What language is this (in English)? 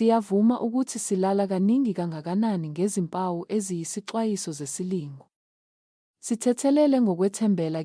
Zulu